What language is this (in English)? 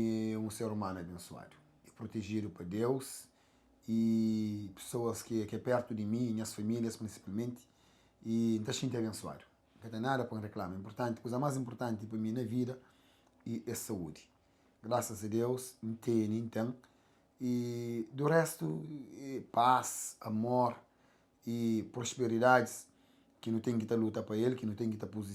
Kabuverdianu